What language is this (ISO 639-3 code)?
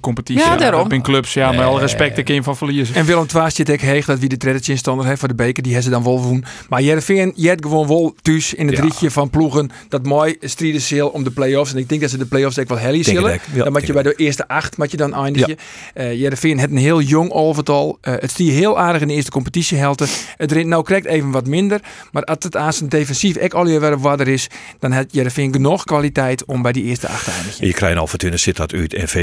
fry